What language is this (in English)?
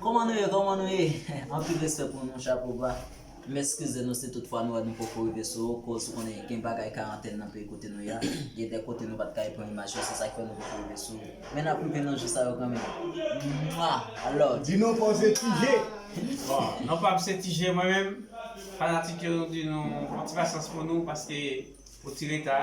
Haitian Creole